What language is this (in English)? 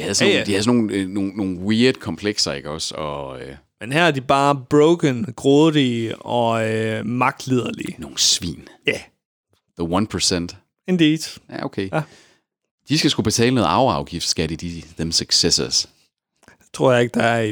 Danish